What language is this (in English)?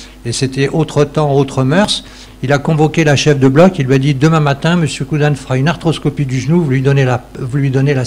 French